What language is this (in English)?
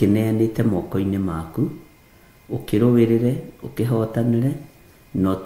Kikuyu